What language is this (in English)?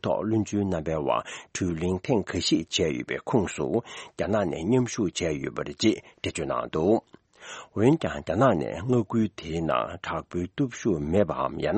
Tibetan